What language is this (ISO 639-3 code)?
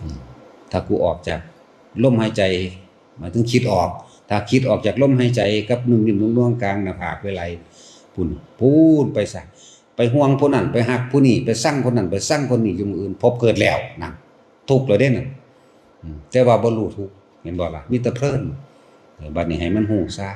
tts